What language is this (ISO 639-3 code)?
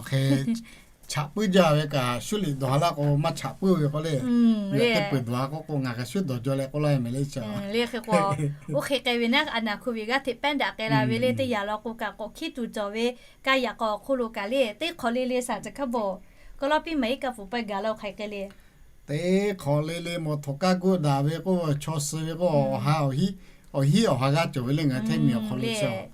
lhu